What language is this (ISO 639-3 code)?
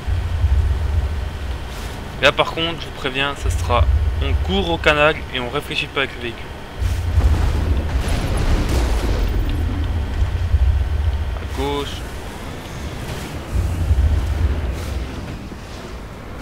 fra